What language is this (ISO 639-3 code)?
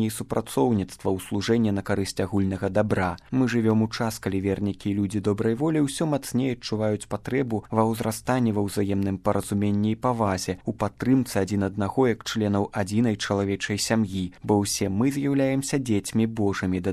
bel